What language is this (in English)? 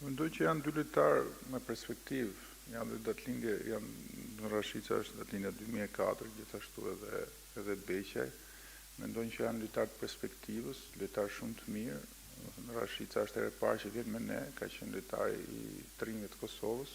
Albanian